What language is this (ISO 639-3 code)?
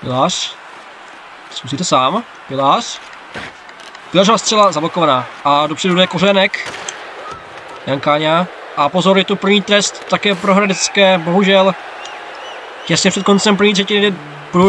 ces